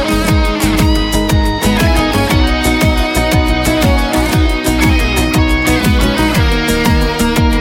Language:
Kazakh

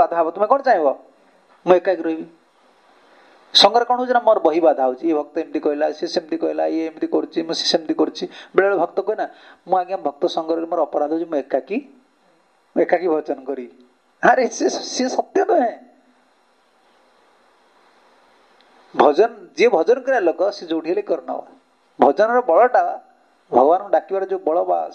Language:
Odia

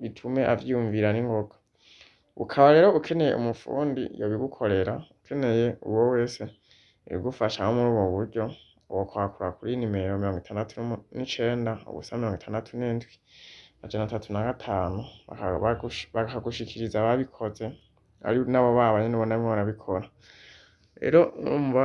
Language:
Rundi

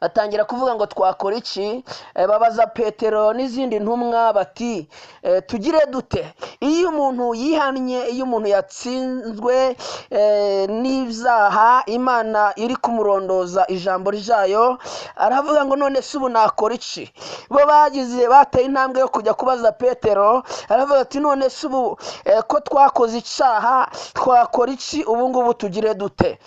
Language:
Kinyarwanda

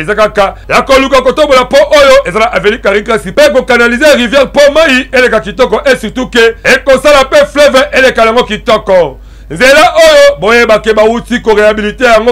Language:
Lingala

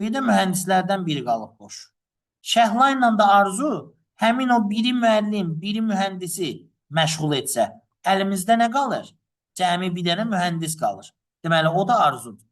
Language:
Azerbaijani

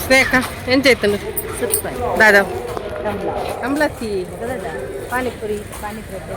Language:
Tulu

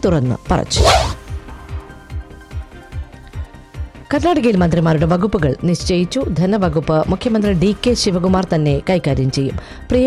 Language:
Malayalam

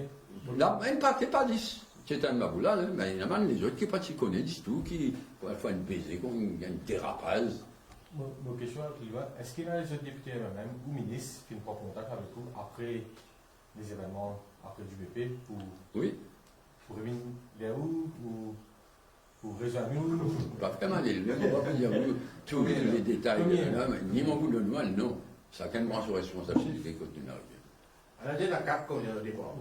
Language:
Morisyen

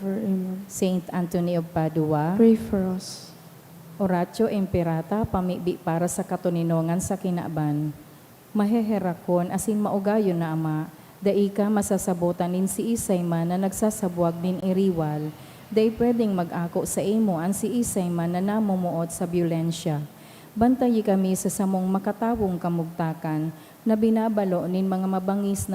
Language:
Bikol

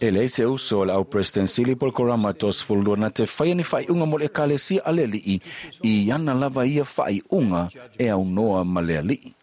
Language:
Samoan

